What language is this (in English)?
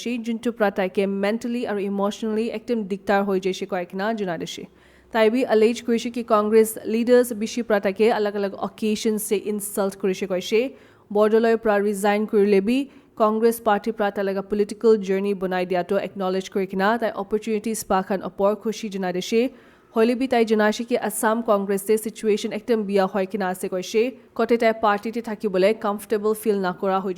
Naga Pidgin